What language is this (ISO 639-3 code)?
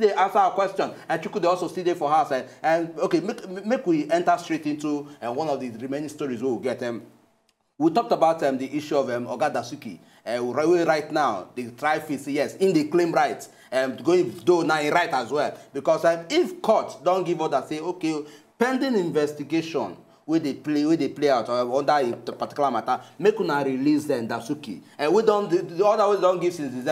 pcm